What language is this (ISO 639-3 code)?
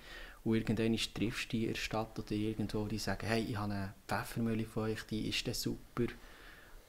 gsw